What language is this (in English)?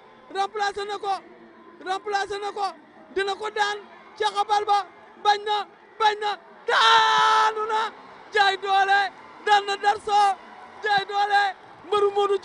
Wolof